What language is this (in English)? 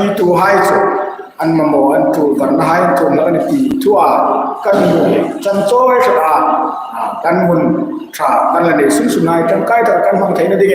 Hmar